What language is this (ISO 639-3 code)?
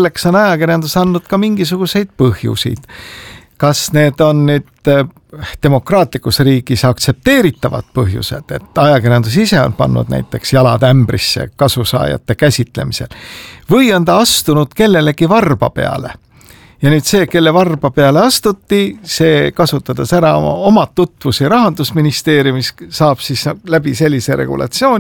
est